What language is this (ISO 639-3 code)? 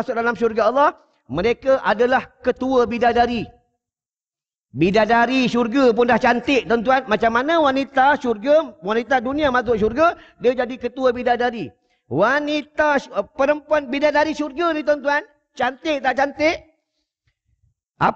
msa